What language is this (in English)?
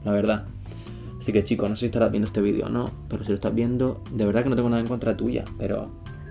Spanish